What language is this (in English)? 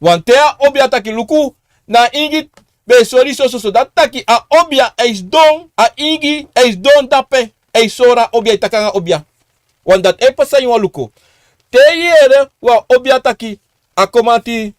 Sranan Tongo